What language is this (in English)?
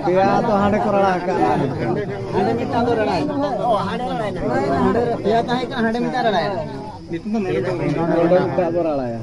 Santali